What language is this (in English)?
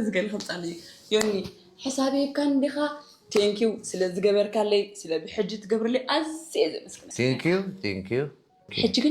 Tigrinya